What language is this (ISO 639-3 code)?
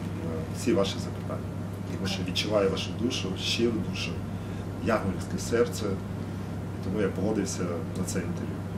ukr